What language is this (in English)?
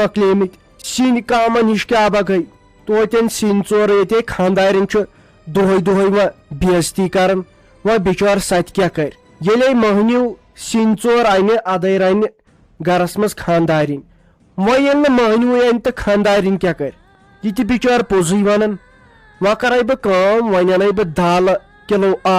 Kashmiri